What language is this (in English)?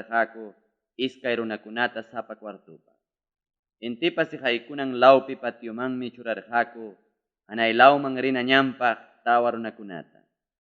Ayacucho Quechua